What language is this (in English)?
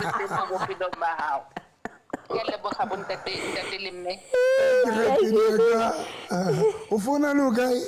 Southern Sotho